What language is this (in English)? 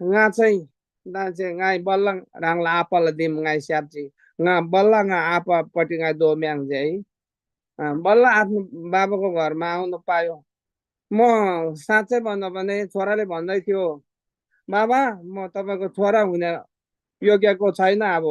Eastern Tamang